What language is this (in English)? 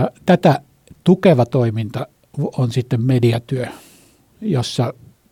Finnish